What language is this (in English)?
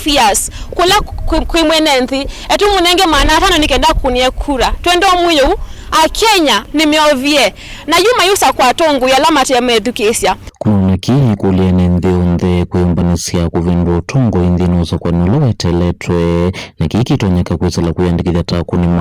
Kamba